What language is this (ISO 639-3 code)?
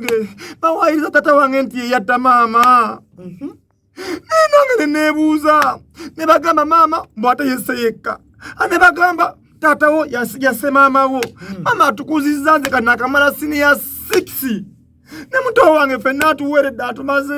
lug